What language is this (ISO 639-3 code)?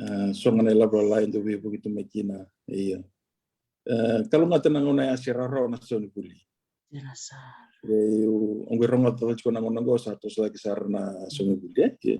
fij